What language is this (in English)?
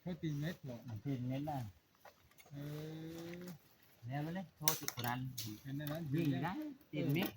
Northeastern Thai